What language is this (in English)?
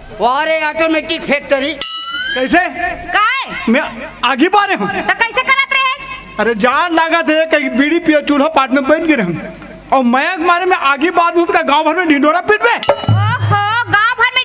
Chhattisgarhi